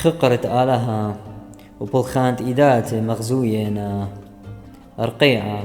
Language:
Assyrian Neo-Aramaic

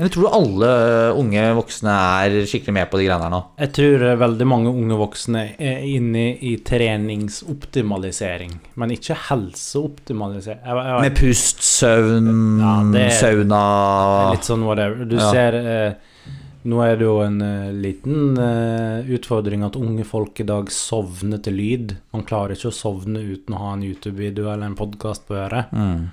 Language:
Norwegian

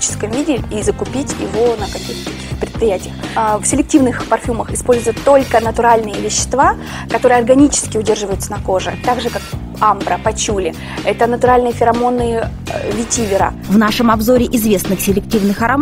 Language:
Russian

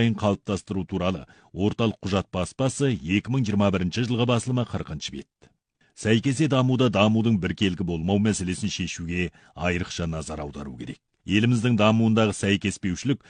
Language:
Kazakh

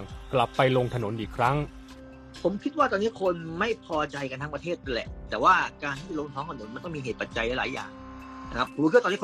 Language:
Thai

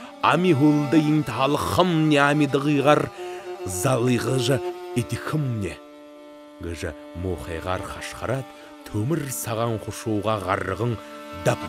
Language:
Buriat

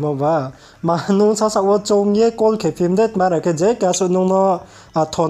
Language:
Riang (India)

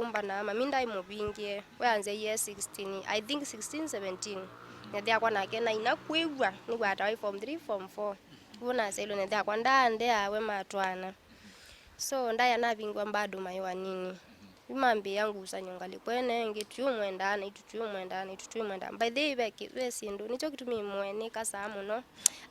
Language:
Kamba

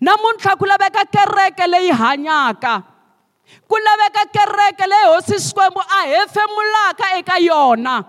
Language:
Tsonga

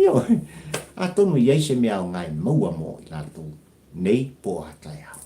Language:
Samoan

